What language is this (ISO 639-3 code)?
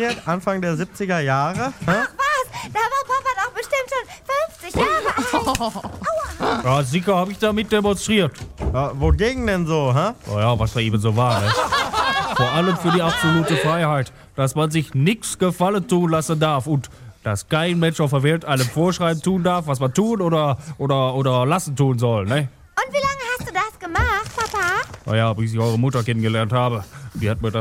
deu